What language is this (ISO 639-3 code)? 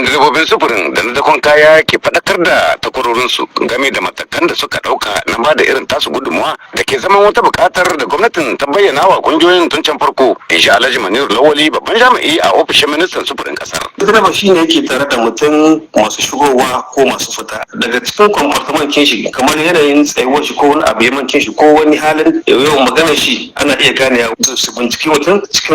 hau